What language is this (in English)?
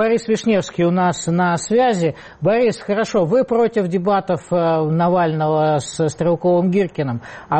Russian